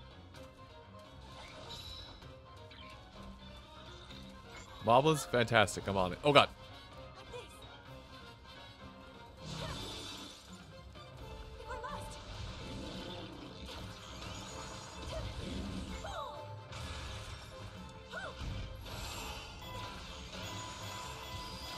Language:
English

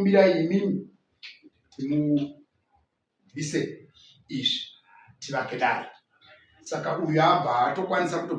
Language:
Shona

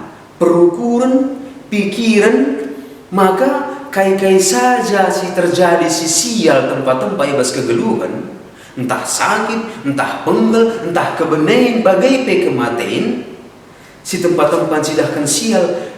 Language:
Batak Karo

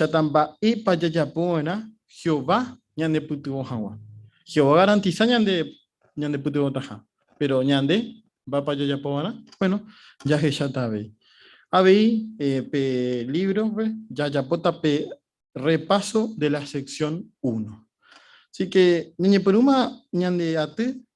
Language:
Guarani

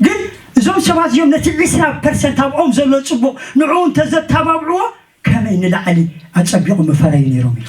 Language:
Tigrinya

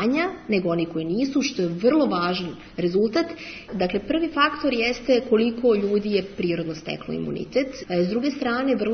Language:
Serbian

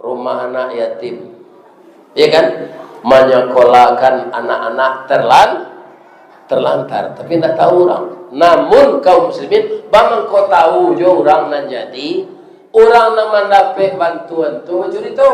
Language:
Minangkabau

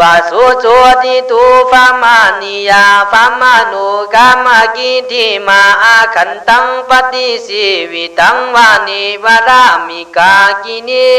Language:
Khün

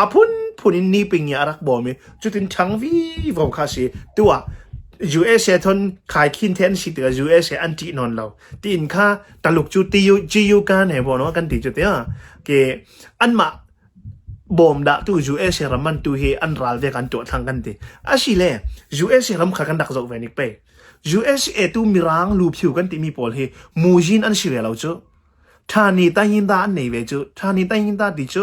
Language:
Hakha Chin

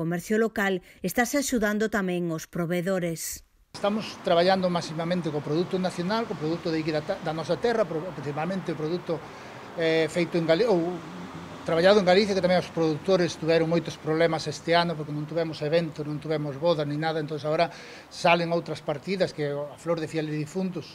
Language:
Galician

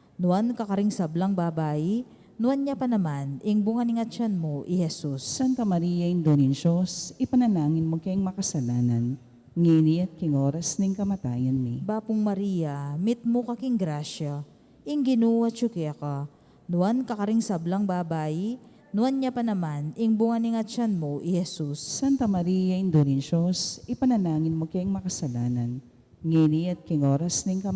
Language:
Pampanga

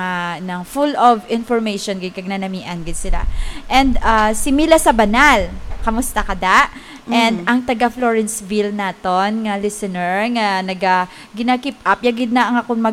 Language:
Hiligaynon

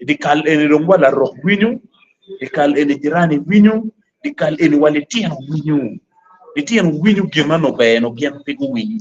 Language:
Acoli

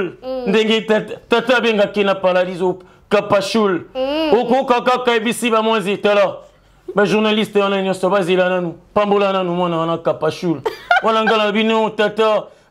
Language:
Lingala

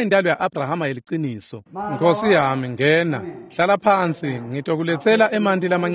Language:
Swati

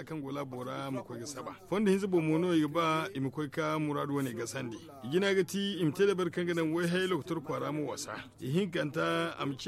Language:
Zarma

